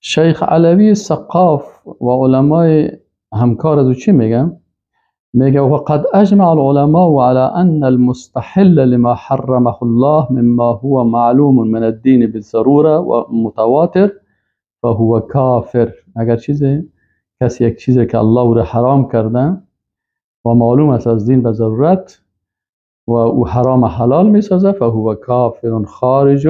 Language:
Persian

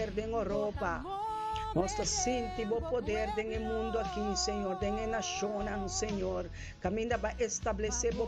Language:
Papiamento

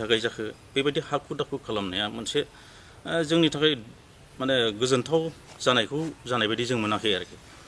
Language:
Bodo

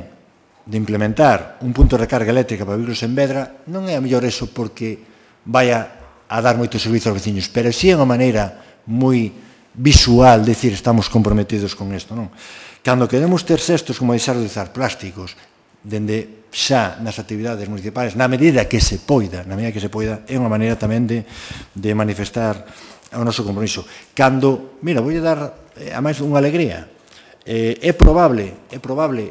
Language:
Galician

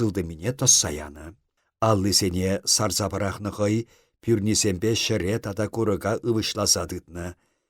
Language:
Chuvash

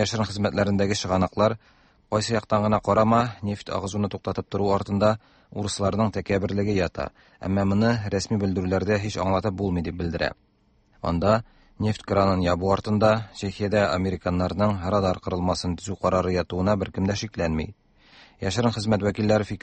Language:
Tatar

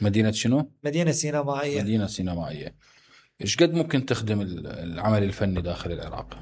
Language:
Mesopotamian Arabic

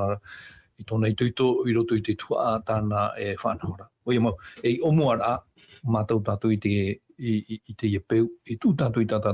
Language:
Tahitian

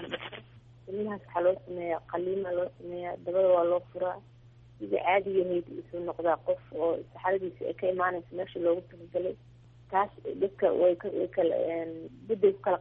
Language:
Somali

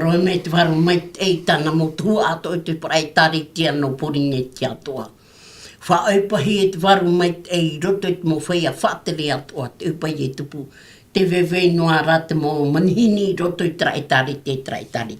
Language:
Tahitian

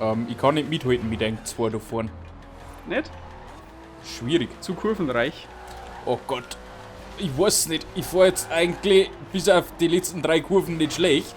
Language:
Bavarian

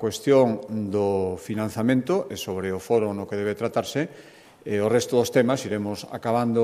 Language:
Galician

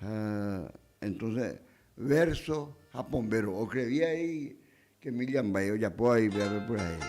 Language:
Guarani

